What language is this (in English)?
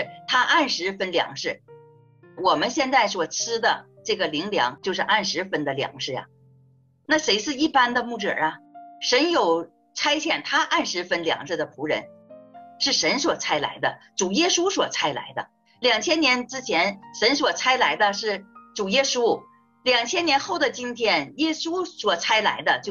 Chinese